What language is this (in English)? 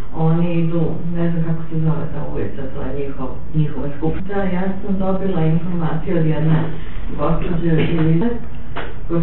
Serbian